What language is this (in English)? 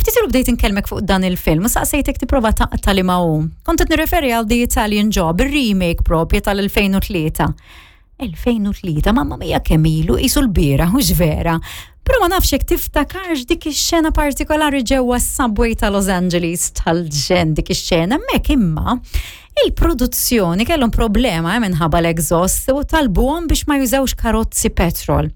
Maltese